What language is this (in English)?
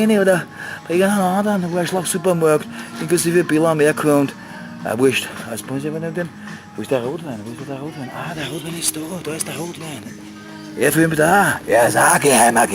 Bavarian